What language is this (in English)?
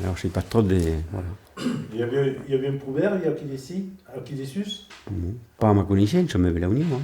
Occitan